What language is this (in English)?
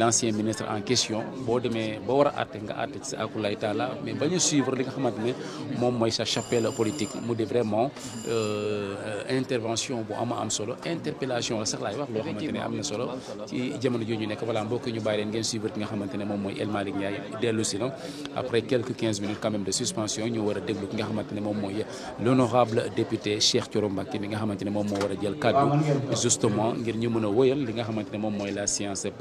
Wolof